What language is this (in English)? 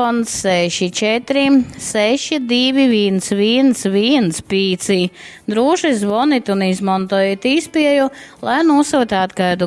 Latgalian